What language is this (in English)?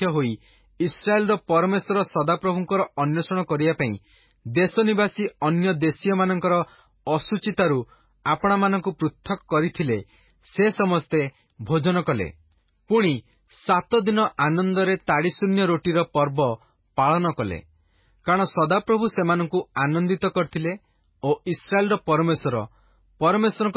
Odia